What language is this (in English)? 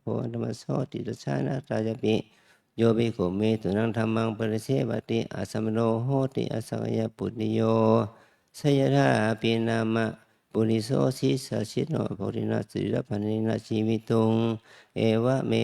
Pali